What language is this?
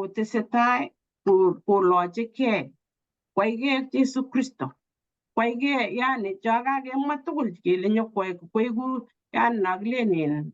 Kalenjin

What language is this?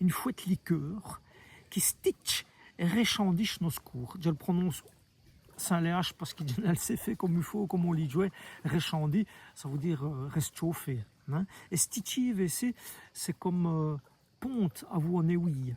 Walloon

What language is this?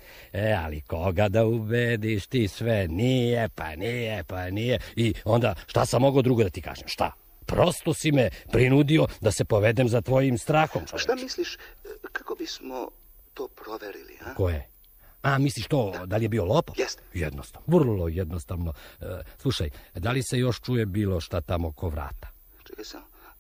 Serbian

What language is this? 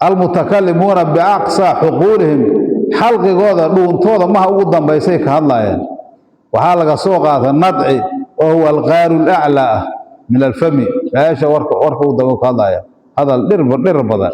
Somali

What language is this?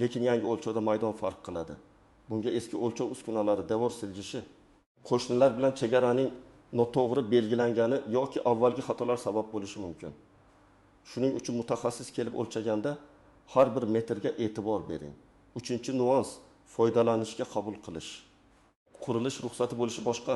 Uzbek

